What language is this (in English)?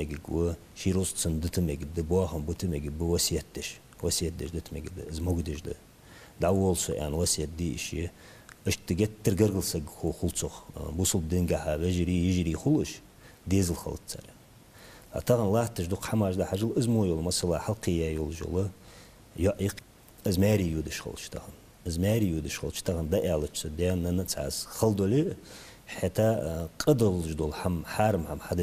Ingush